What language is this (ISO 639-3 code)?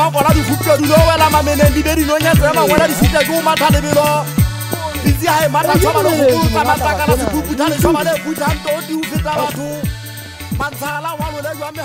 sot